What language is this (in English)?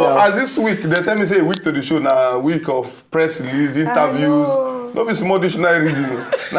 Nigerian Pidgin